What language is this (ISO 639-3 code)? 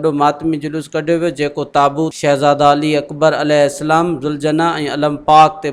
snd